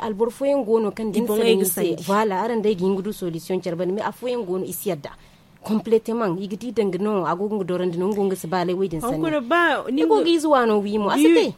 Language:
Zarma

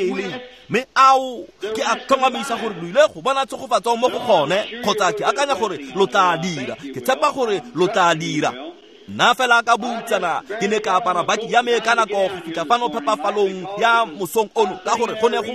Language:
Tswana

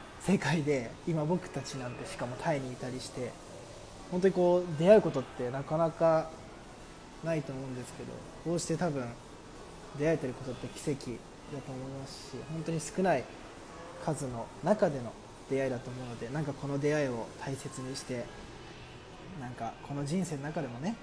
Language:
Japanese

